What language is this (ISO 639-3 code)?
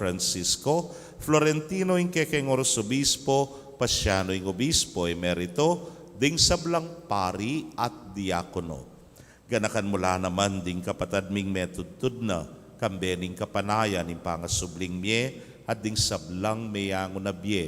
pam